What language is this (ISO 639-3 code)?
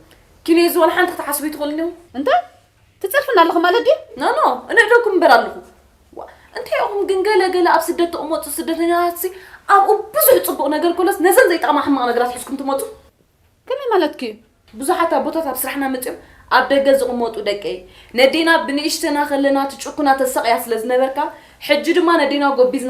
tir